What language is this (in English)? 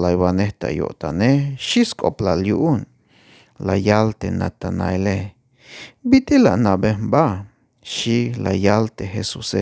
Tzeltal